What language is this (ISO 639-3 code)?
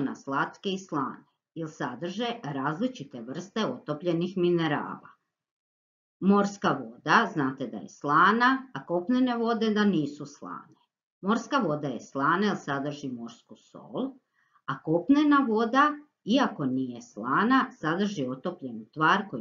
hrv